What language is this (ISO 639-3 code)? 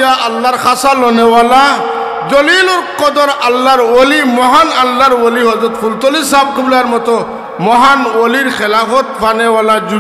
syl